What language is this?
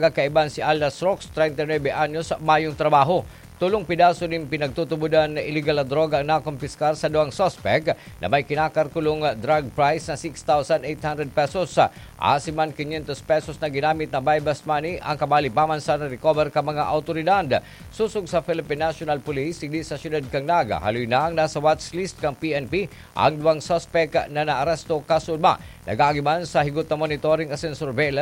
Bikol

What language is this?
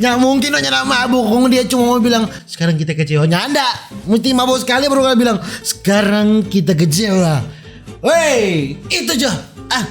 Manado Malay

